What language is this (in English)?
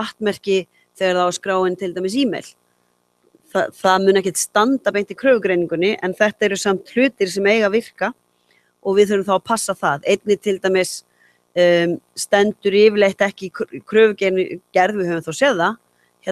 Icelandic